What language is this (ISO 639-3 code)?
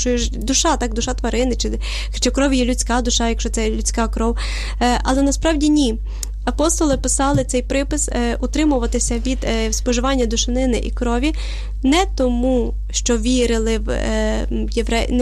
ukr